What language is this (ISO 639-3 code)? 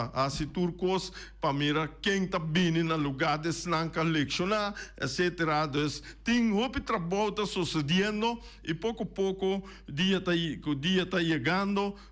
pap